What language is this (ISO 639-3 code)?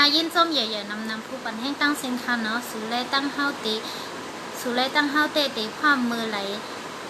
shn